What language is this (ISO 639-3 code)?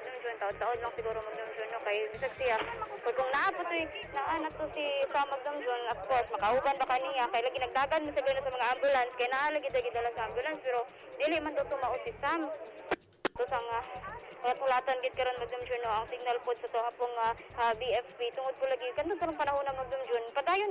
ceb